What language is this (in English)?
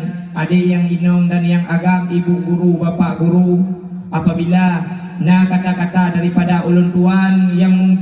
Achinese